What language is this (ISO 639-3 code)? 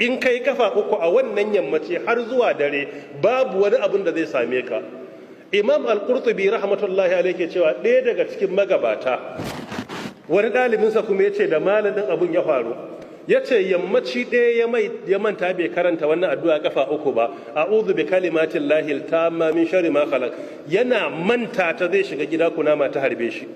hau